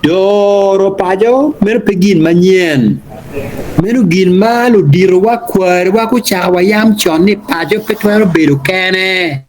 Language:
Acoli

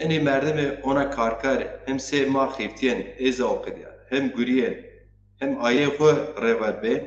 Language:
Zaza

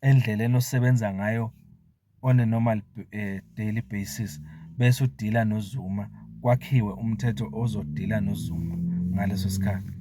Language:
Zulu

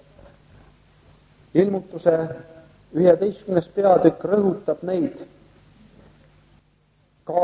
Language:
Estonian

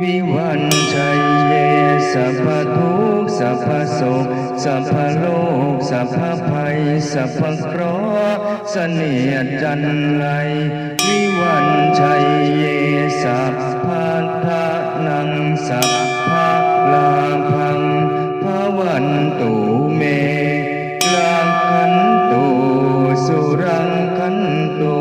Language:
Pali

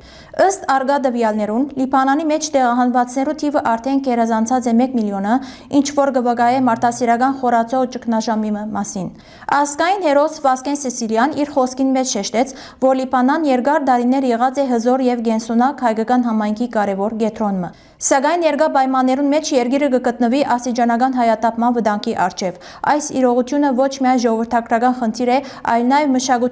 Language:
Western Armenian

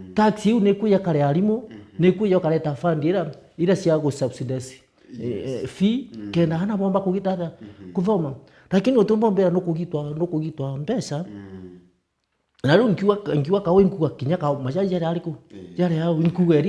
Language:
Meru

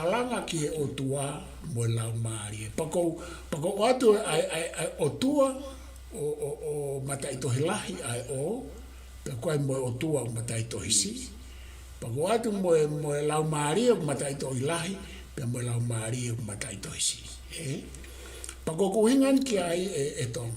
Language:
Tongan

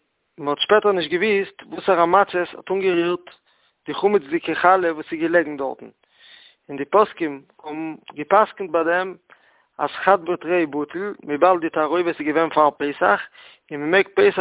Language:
Yiddish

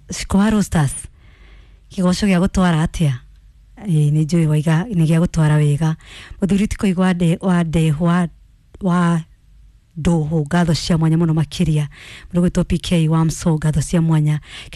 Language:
Kikuyu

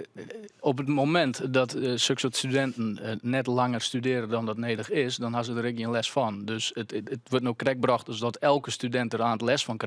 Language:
Western Frisian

